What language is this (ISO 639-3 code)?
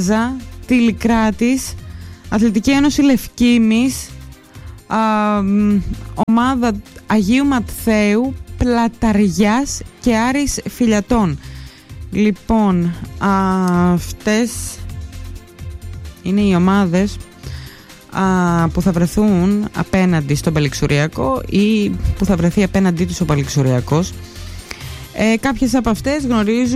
ell